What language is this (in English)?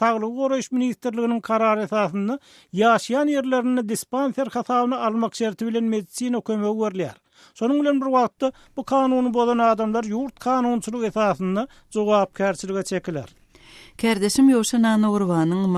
Turkmen